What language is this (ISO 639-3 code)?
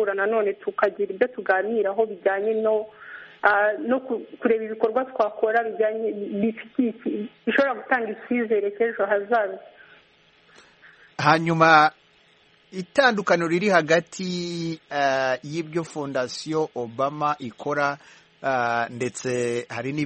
kin